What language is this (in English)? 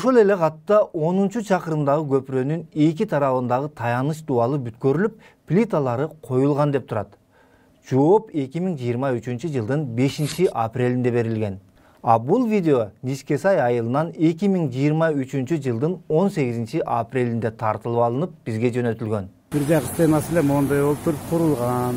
Kyrgyz